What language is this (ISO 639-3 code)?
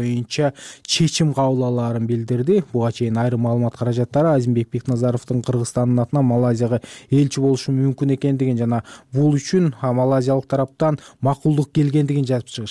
kir